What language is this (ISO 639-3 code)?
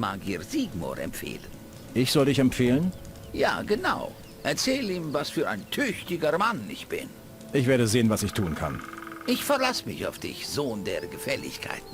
bar